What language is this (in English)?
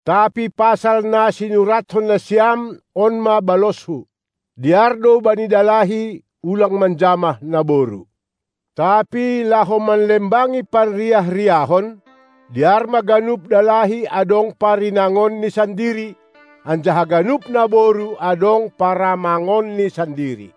Batak Simalungun